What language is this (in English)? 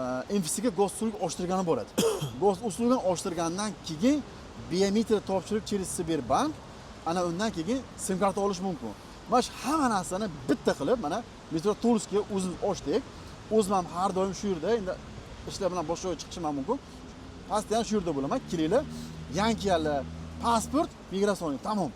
Uzbek